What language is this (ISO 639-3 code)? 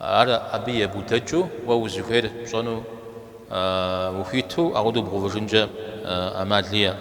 kbd